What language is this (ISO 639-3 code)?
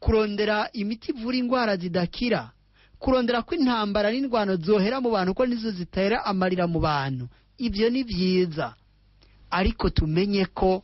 run